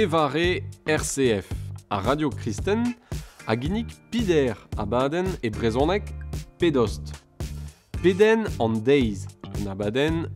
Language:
Breton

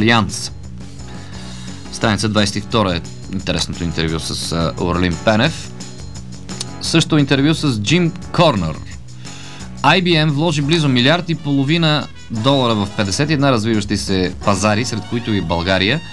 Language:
Bulgarian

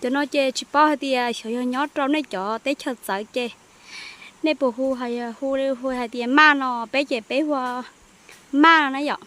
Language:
Hmong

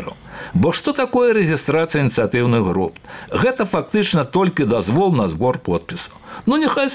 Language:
Belarusian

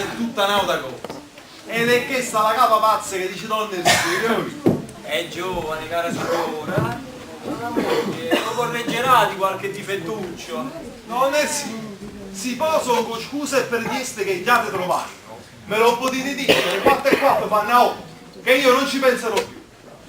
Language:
Neapolitan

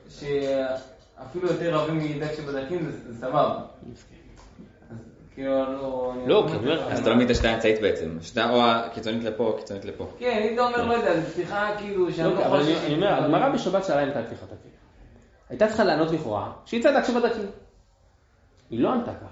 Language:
Hebrew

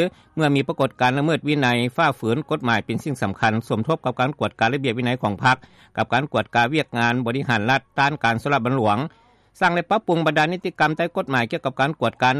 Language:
Lao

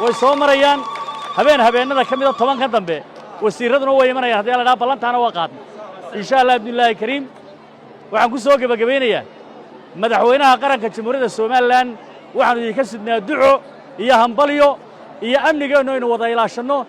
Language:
Somali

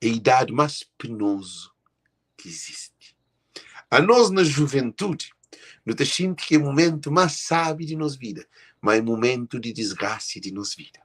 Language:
Kabuverdianu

